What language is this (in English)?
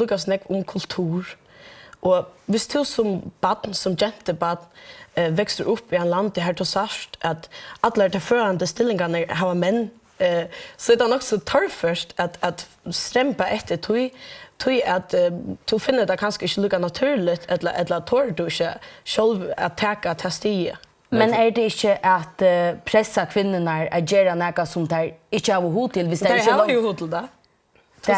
Faroese